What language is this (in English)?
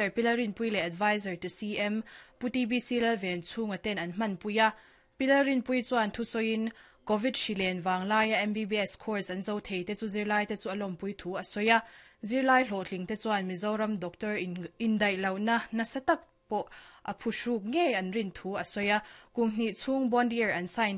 Mizo